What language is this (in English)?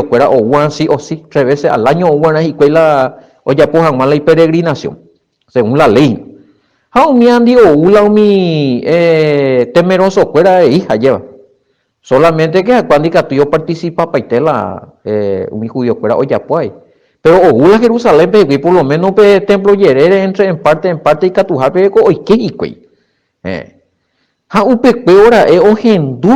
Guarani